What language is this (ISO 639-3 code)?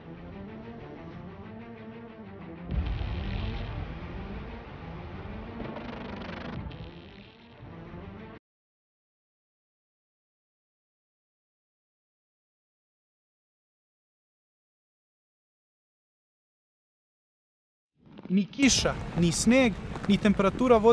srp